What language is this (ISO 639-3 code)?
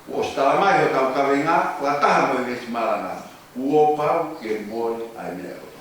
ton